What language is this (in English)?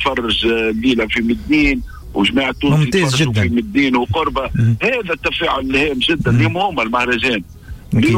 Tunisian Arabic